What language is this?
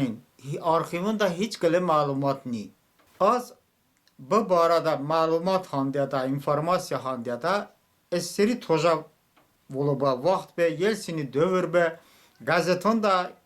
Talysh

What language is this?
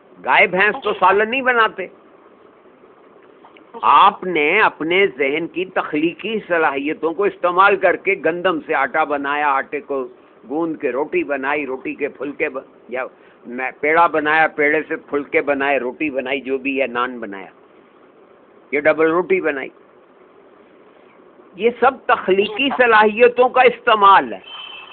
Urdu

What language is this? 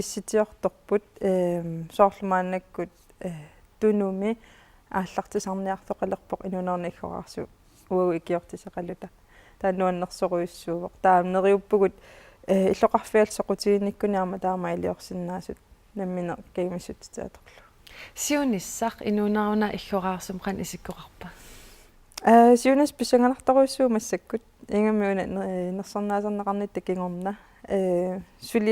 Kalaallisut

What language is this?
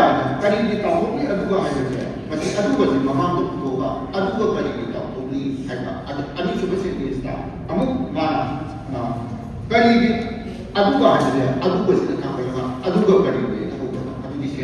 Manipuri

